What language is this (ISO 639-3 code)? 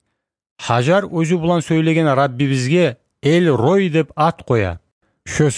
kum